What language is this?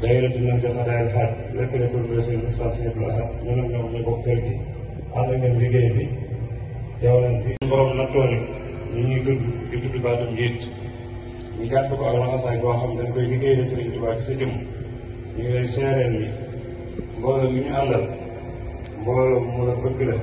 Wolof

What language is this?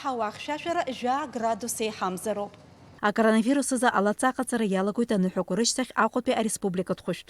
Abkhazian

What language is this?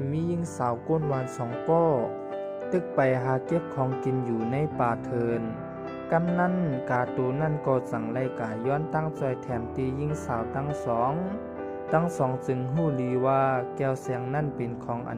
Shan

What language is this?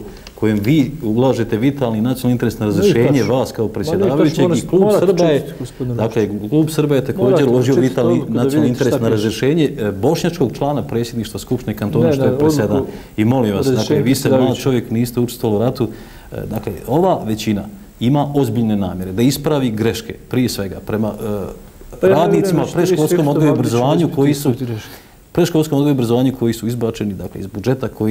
Bosnian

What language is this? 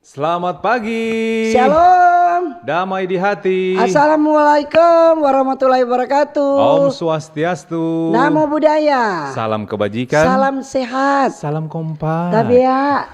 Manado Malay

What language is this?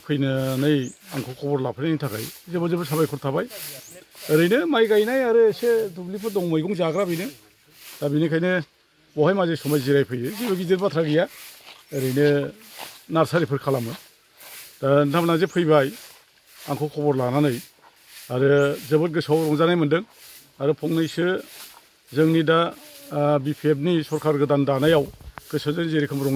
Bodo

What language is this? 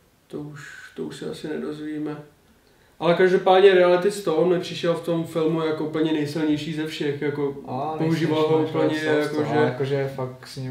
Czech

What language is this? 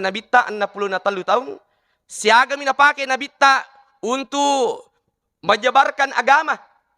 Buginese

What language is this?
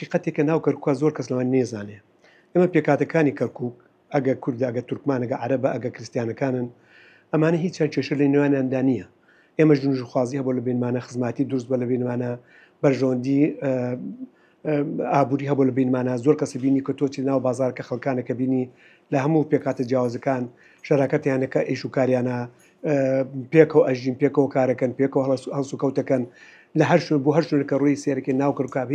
Central Kurdish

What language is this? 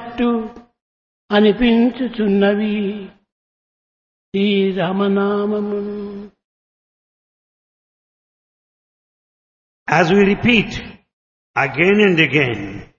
Telugu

